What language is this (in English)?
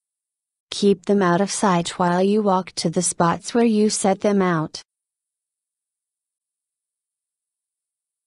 English